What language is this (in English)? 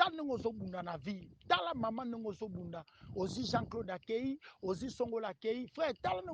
Lingala